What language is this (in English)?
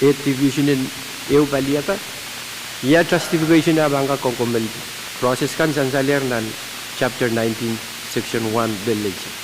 Pohnpeian